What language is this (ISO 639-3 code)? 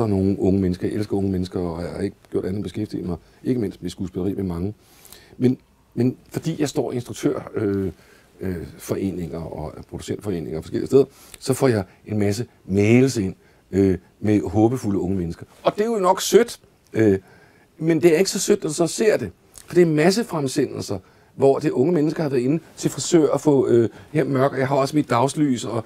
dan